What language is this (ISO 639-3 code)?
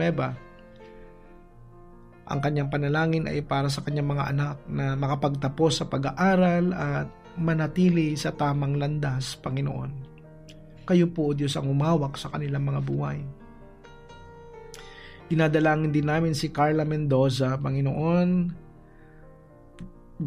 fil